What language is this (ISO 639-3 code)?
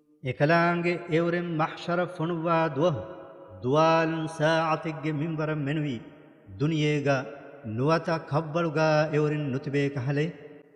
div